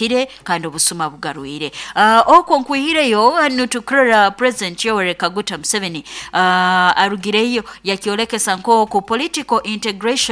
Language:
Nyoro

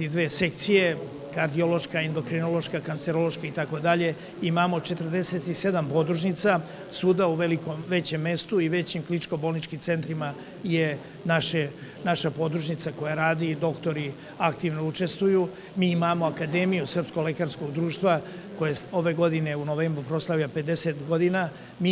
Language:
Serbian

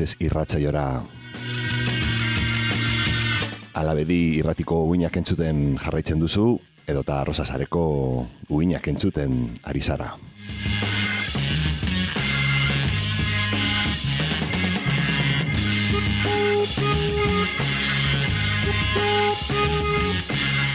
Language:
Basque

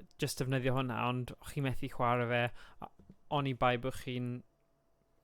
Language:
Welsh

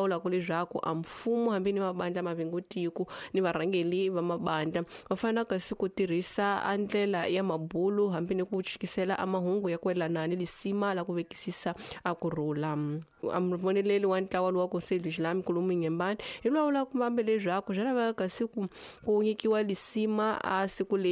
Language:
Tsonga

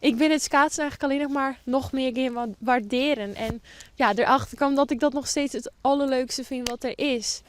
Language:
Western Frisian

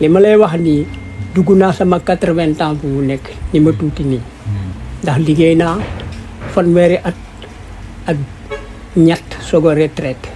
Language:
Wolof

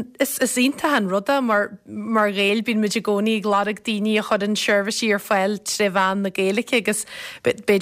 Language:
Irish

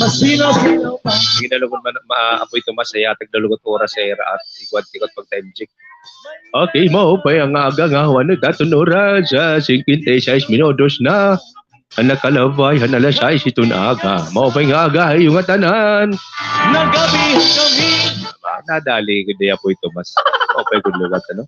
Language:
Waray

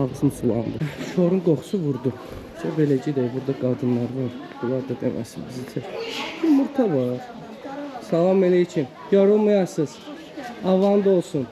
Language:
Azerbaijani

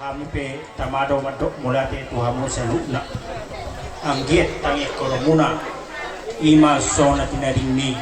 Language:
Batak Toba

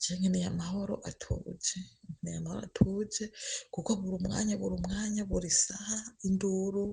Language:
Rundi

